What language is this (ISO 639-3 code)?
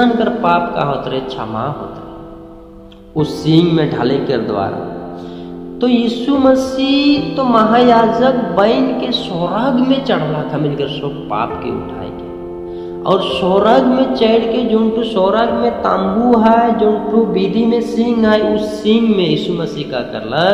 sck